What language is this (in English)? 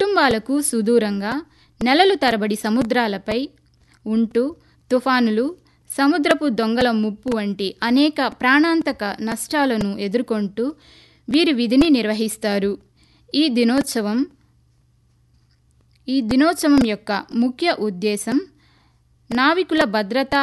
Telugu